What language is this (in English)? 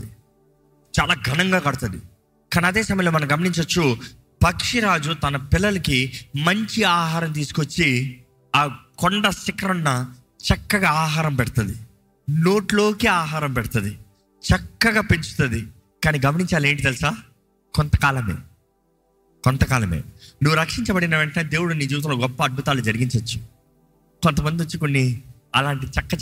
Telugu